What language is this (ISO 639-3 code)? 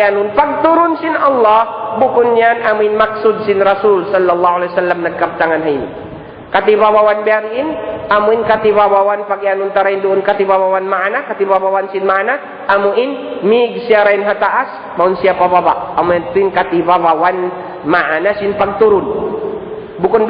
tsg